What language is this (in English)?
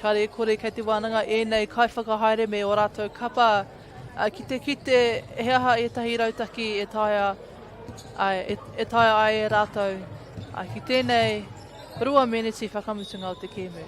Māori